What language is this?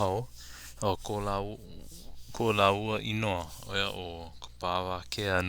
Hawaiian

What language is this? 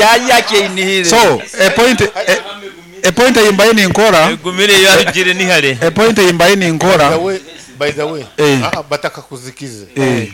Nyoro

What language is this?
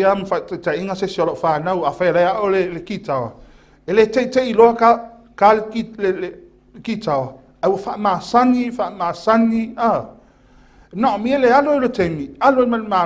Samoan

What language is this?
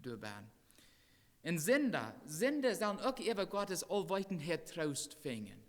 Plautdietsch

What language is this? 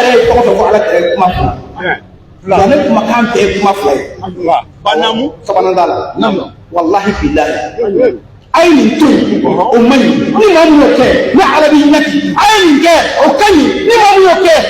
Bambara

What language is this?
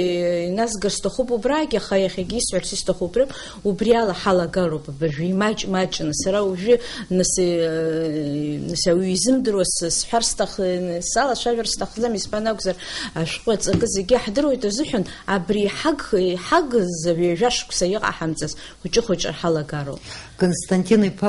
Abkhazian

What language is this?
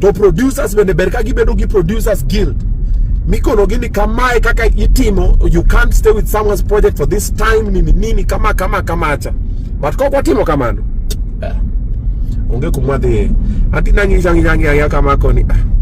Luo (Kenya and Tanzania)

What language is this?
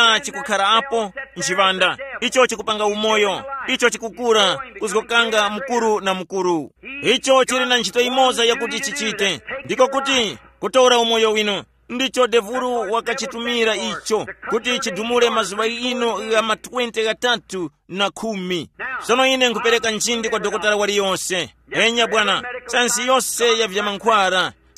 Tumbuka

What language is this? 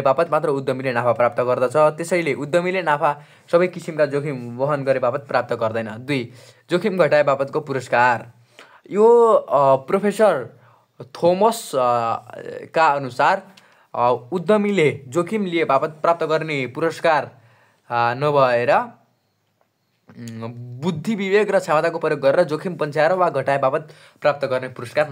Nepali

